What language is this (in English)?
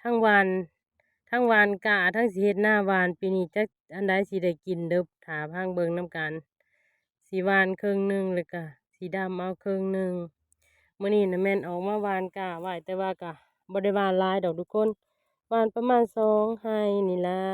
Lao